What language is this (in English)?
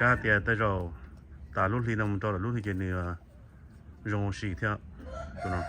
Hmong